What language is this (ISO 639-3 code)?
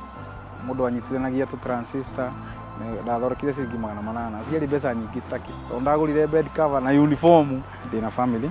kik